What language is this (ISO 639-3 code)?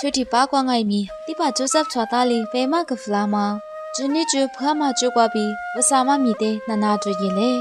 lis